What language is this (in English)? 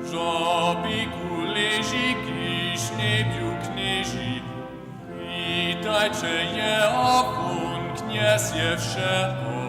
Upper Sorbian